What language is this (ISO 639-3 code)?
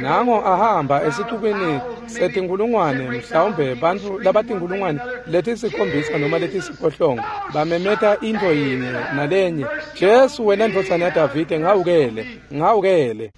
ssw